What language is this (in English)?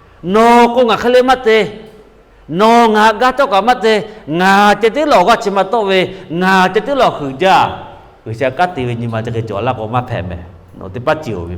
Lahu